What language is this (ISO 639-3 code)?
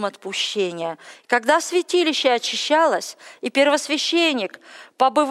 rus